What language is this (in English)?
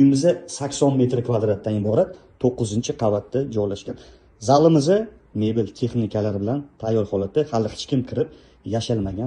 Uzbek